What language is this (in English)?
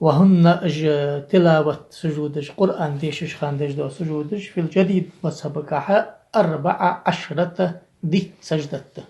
Ingush